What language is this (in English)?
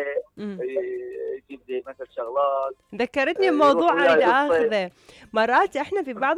Mesopotamian Arabic